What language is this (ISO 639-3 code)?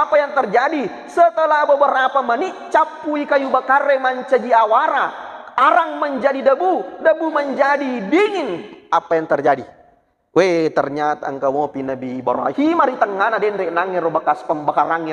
bug